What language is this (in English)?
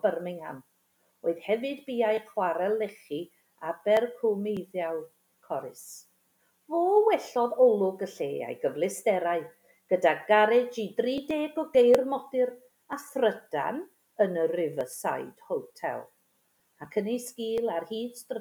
Welsh